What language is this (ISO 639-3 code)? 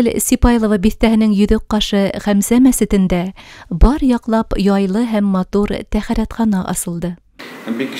bak